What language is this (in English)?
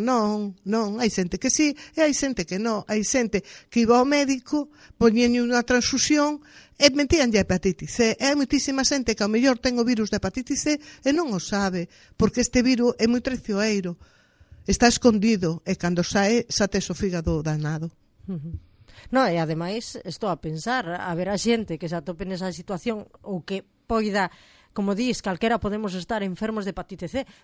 Galician